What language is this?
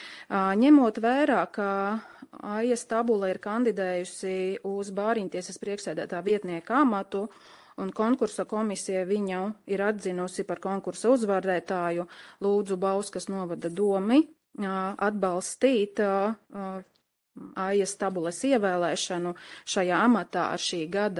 Latvian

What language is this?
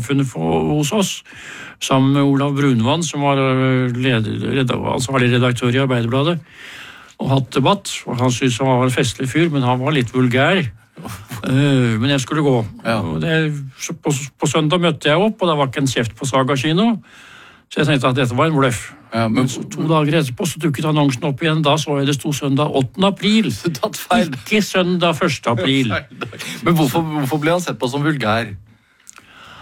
Norwegian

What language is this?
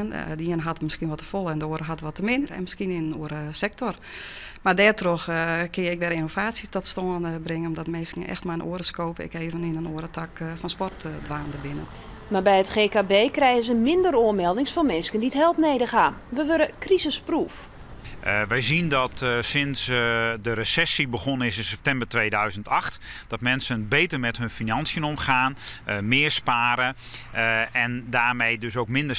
Western Frisian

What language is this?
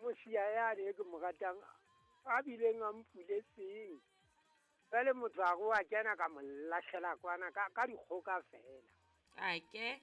Southern Sotho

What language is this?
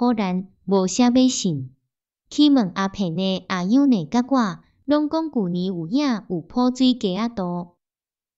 Min Nan Chinese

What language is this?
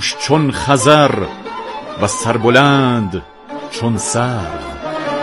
Persian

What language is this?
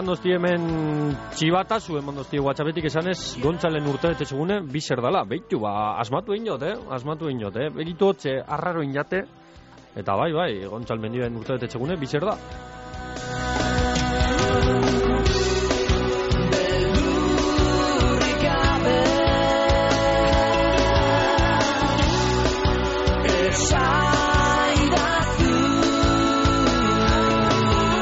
Basque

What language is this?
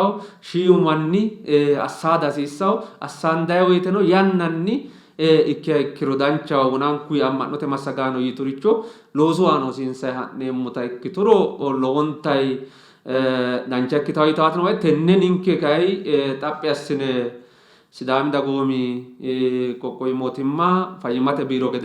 Sidamo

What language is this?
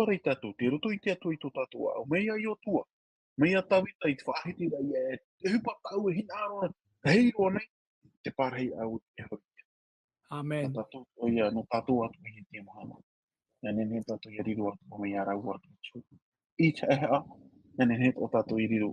Tahitian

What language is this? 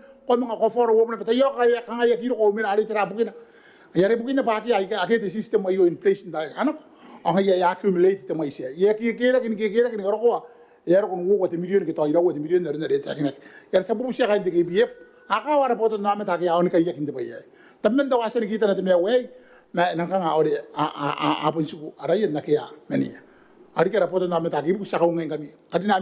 Gilbertese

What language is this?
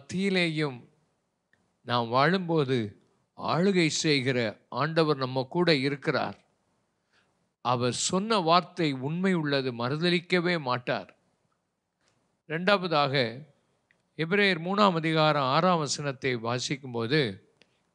Tamil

